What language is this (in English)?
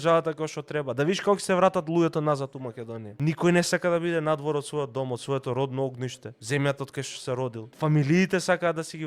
Macedonian